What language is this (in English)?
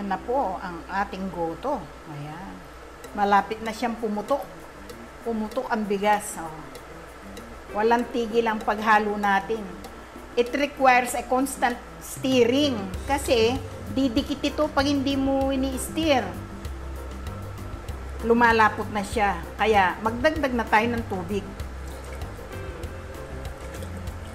Filipino